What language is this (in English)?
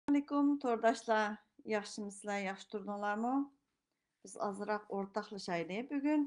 Uyghur